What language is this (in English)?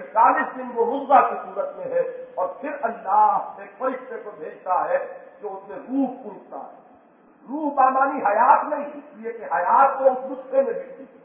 Urdu